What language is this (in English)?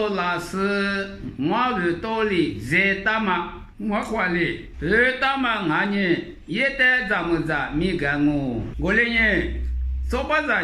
Lisu